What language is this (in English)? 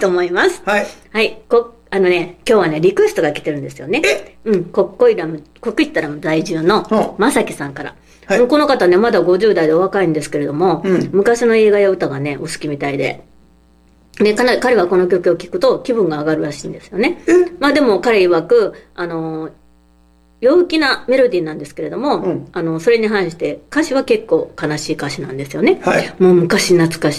Japanese